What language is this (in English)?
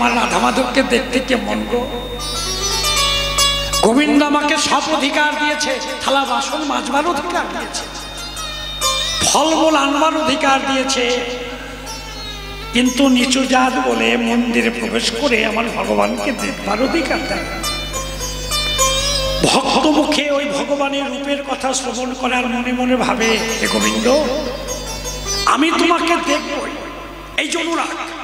Bangla